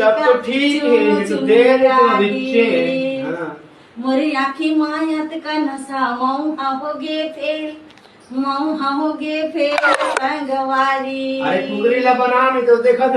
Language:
Chhattisgarhi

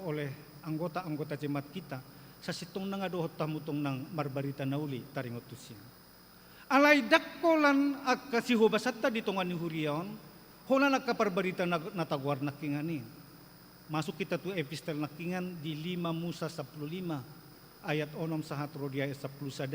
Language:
Batak Toba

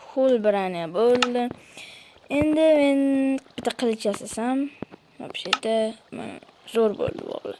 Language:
Uzbek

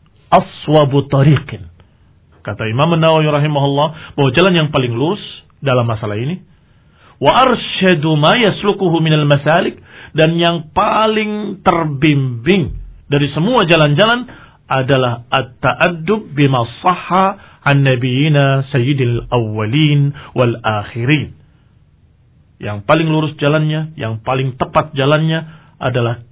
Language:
Indonesian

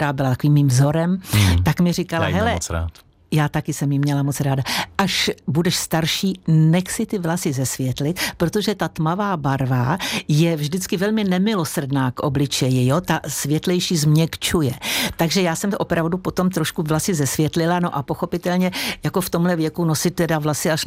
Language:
Czech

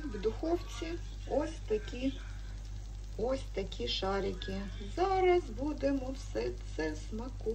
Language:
Ukrainian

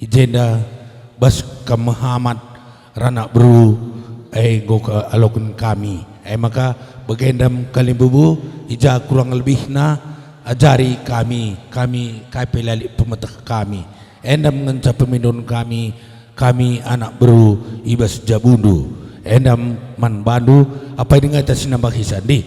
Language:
Batak Karo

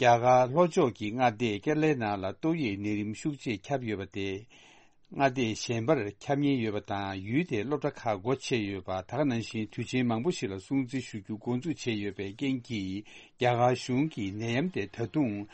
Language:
Tibetan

